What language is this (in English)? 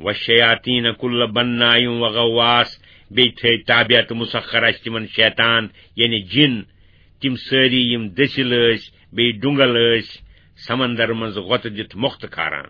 Kashmiri